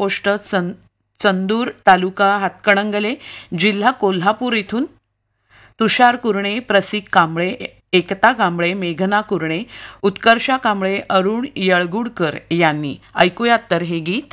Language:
Marathi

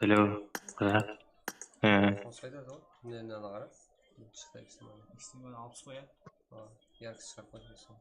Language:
Kara-Kalpak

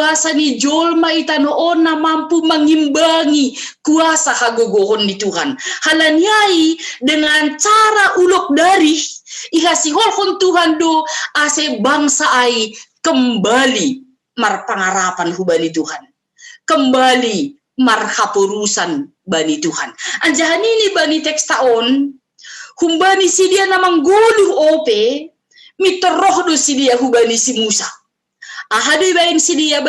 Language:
Batak Simalungun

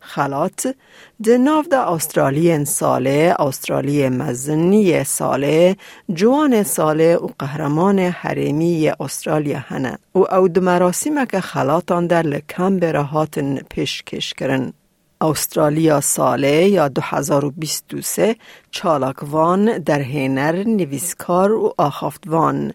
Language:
Kurdish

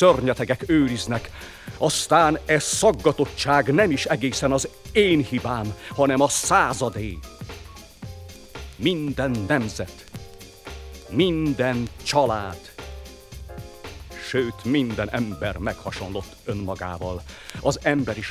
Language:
Hungarian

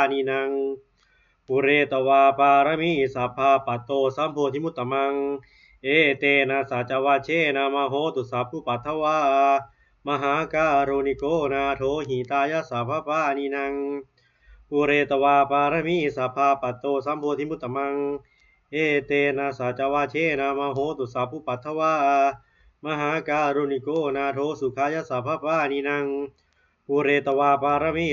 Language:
Pali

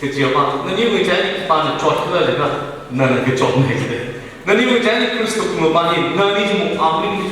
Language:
Tangkhul Naga (India)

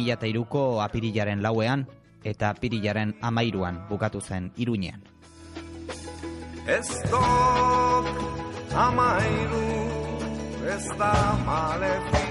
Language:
Basque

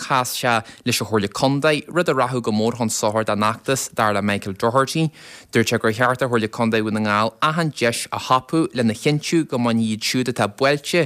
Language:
Irish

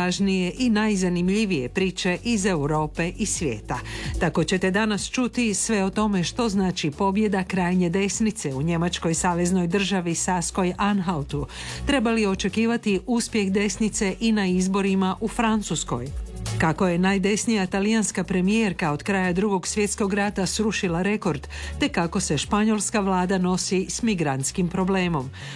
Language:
Croatian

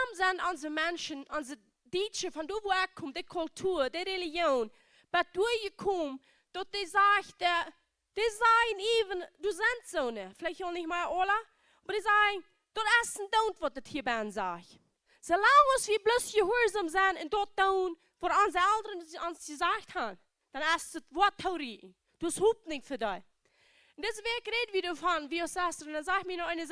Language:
Plautdietsch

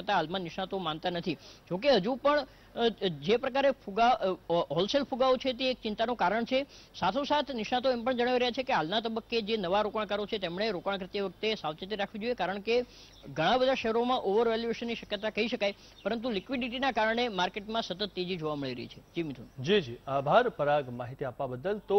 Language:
Gujarati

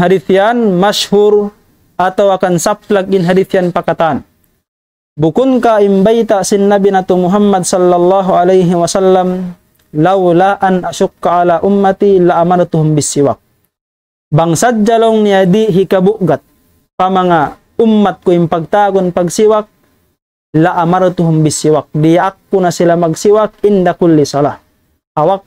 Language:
Tausug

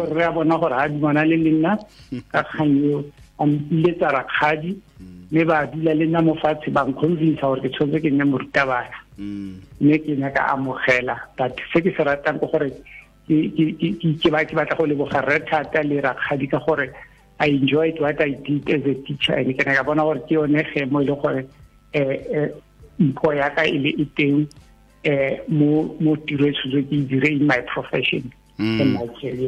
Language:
Tswana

